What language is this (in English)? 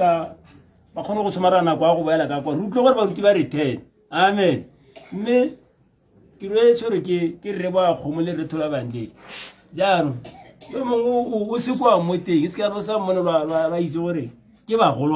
Tswana